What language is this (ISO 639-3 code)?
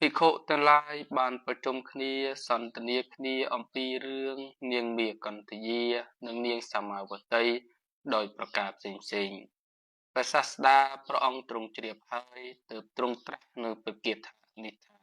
khm